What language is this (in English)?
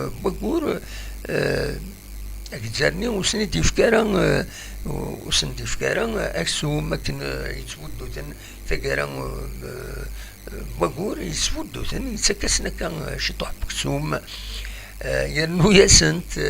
Kabyle